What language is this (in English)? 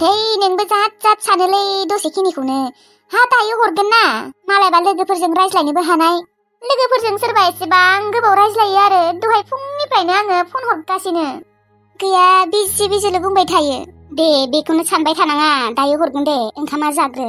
Bodo